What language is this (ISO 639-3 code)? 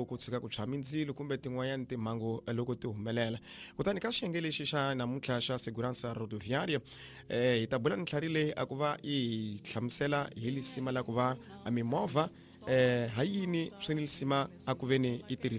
tso